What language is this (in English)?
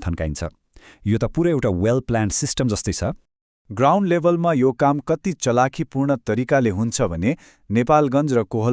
Nepali